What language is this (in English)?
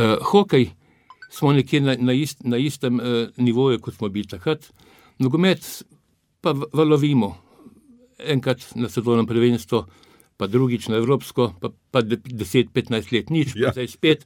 Slovenian